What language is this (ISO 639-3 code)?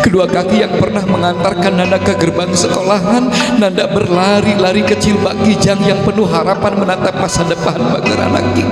sun